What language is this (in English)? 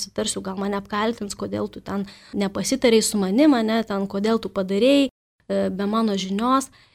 Lithuanian